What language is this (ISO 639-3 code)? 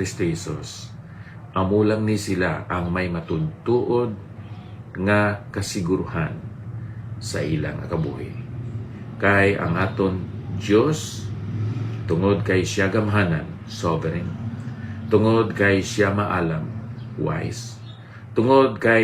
hil